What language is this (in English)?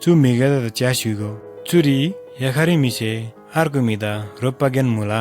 Eastern Tamang